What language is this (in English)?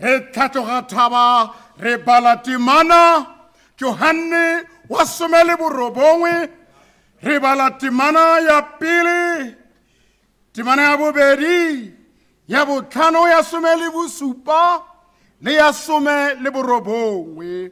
Tswana